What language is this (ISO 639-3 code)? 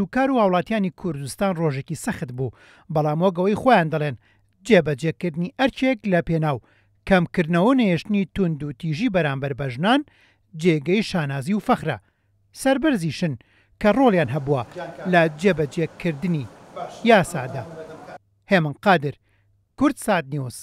ckb